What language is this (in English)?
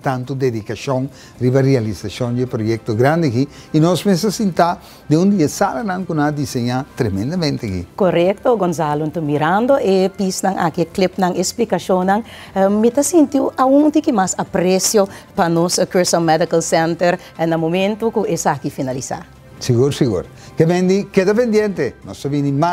Papiamento